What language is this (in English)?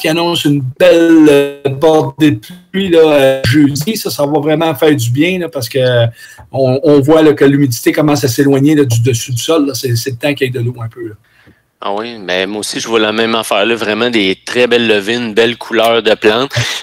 French